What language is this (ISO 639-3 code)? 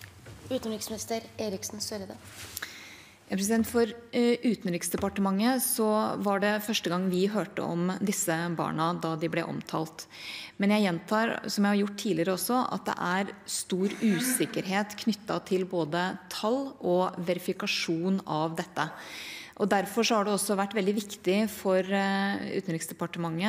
nor